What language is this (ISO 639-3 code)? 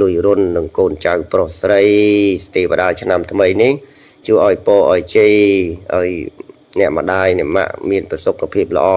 khm